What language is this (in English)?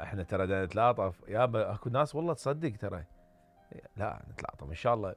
Mesopotamian Arabic